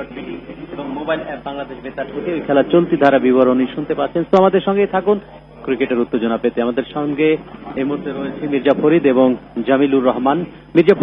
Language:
Bangla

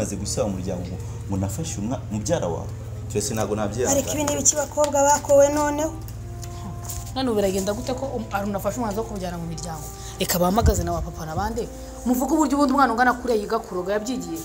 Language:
Kinyarwanda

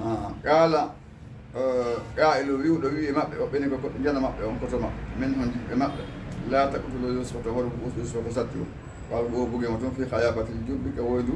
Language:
Fula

